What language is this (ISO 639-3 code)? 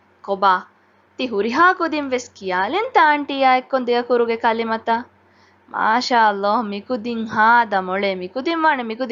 div